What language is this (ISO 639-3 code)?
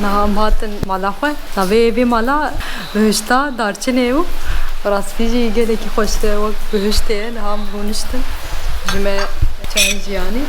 kur